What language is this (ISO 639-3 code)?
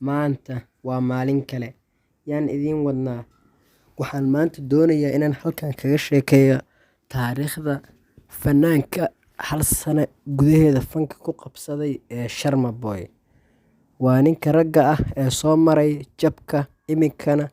som